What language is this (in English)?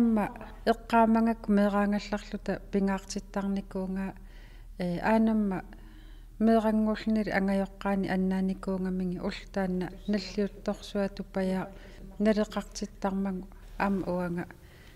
Kalaallisut